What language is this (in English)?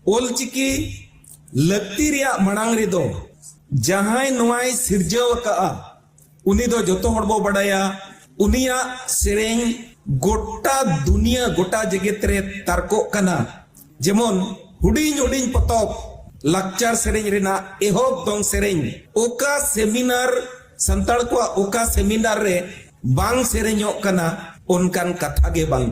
Santali